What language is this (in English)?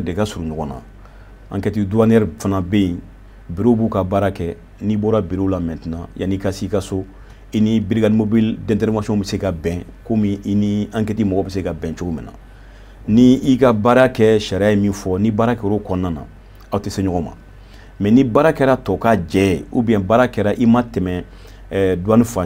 Bambara